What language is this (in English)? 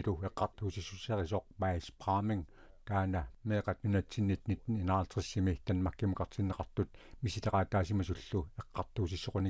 Kalaallisut